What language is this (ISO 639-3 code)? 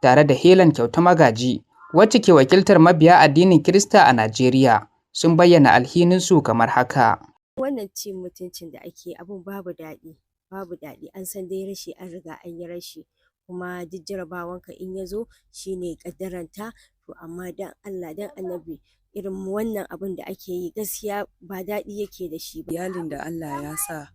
hau